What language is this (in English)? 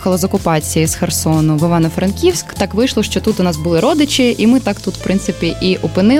Ukrainian